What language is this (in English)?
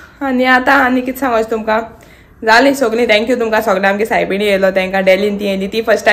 Konkani